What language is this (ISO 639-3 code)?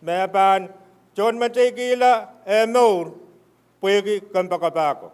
pon